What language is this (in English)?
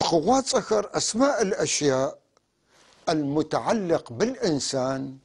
North Levantine Arabic